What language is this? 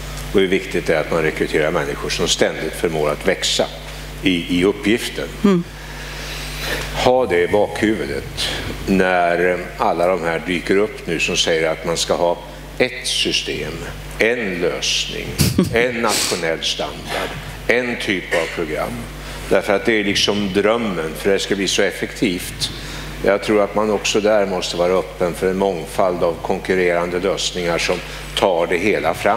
Swedish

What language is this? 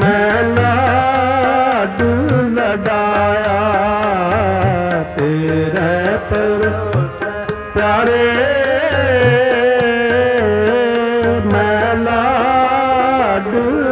Punjabi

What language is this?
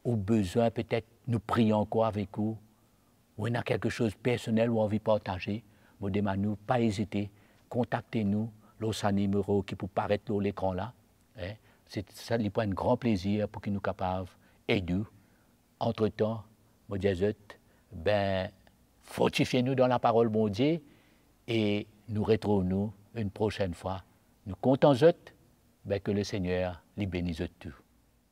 Morisyen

